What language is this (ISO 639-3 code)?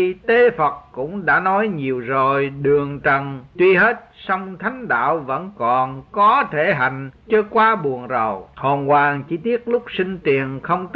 vie